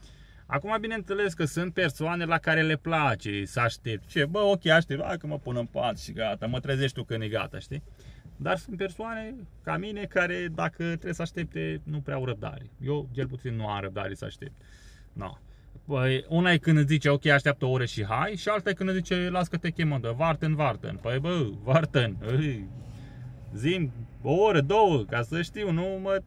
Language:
Romanian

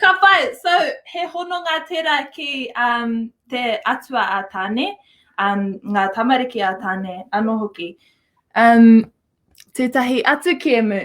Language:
Māori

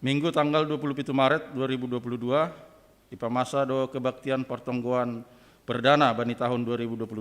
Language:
Batak Simalungun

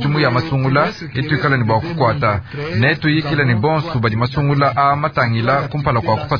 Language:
Luba-Lulua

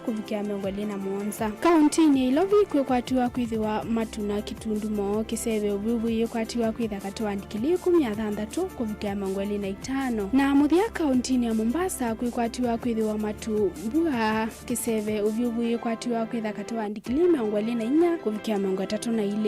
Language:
Kamba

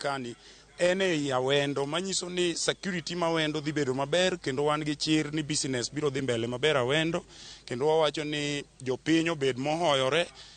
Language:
Luo (Kenya and Tanzania)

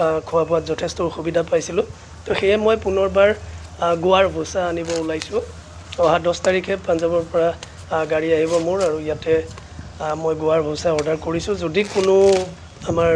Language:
Assamese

